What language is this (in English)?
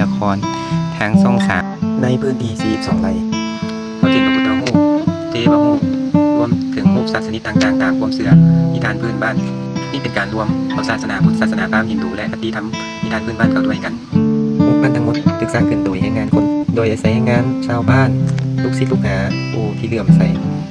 Lao